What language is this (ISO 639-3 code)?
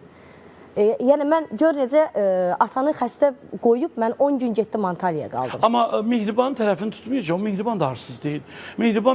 aze